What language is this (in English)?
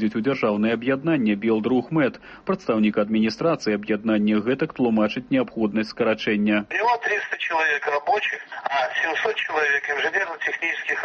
Belarusian